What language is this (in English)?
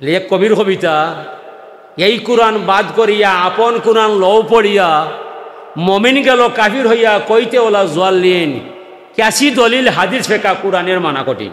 Sylheti